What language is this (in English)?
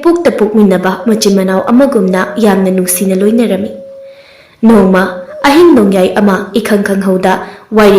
Manipuri